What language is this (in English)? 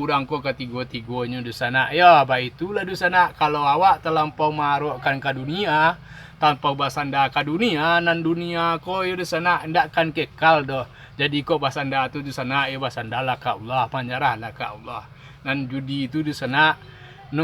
Minangkabau